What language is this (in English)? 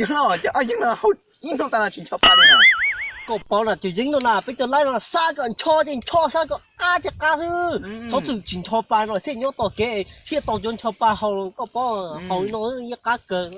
Hmong